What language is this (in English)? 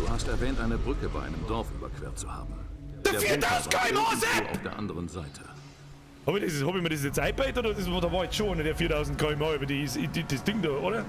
Bavarian